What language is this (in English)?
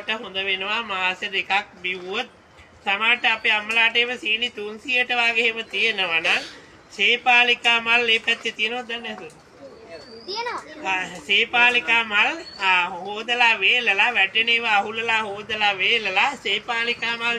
Sinhala